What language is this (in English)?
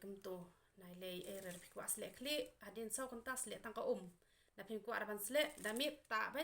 Khasi